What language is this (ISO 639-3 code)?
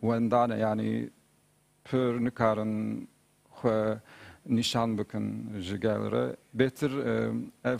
kur